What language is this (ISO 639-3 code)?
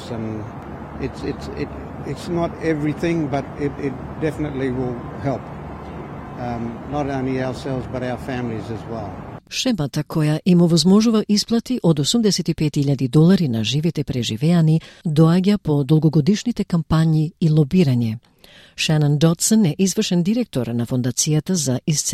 mkd